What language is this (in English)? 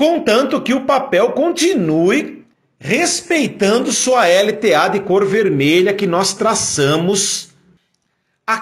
Portuguese